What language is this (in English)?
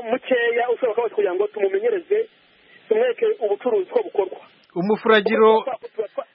Kinyarwanda